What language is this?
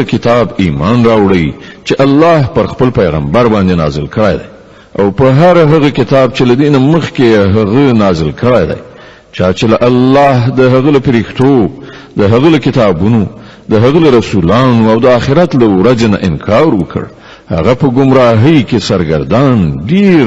Pashto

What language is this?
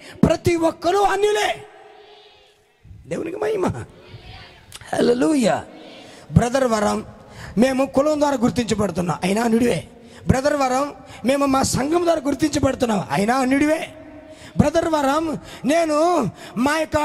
Telugu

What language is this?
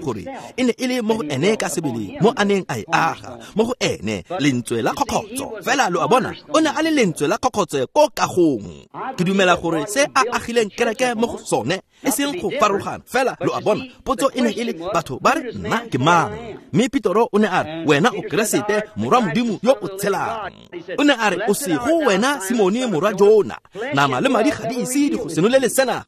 Tswana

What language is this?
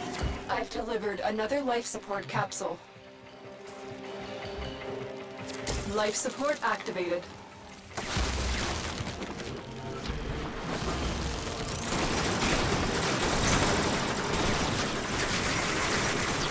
English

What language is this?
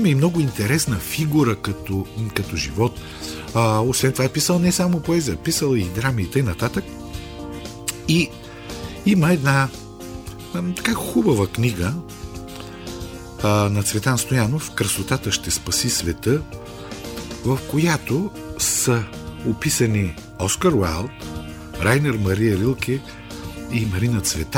Bulgarian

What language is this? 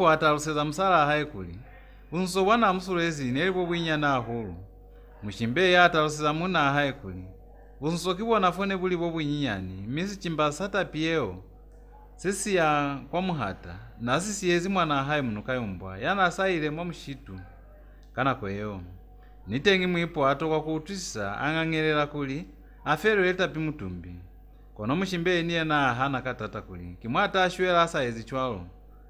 Lozi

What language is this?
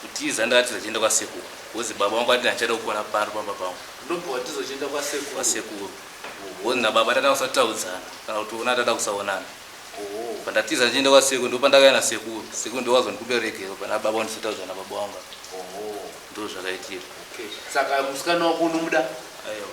Shona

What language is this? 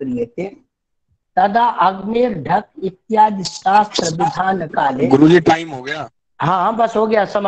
Sanskrit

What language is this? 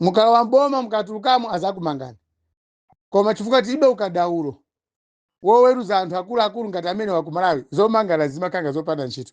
Nyanja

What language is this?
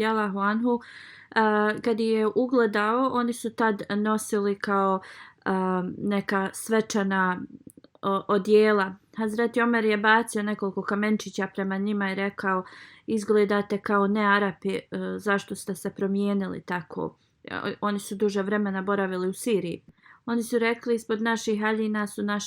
Bosnian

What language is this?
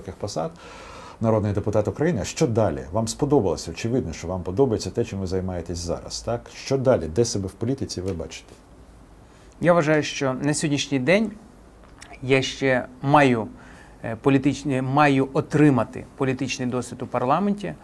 Ukrainian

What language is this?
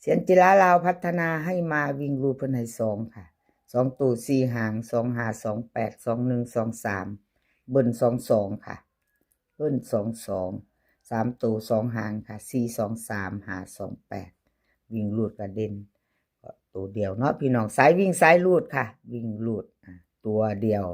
Northeastern Thai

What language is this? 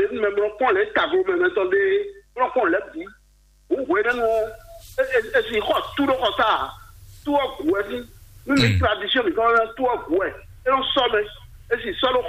Fon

